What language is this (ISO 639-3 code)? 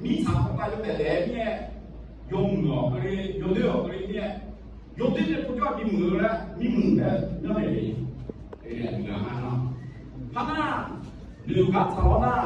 ahk